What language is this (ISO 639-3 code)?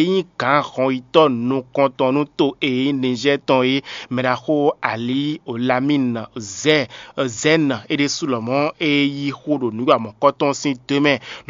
fon